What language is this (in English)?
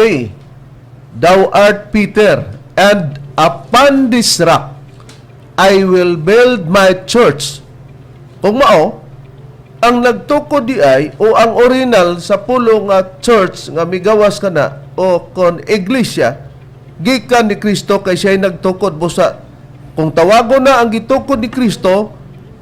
Cebuano